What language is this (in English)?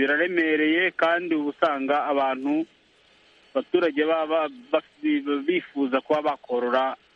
Kinyarwanda